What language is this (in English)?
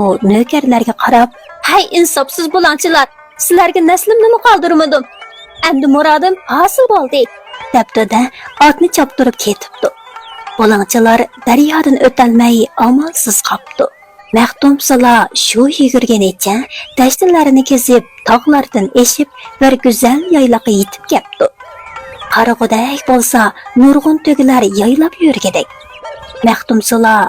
Uyghur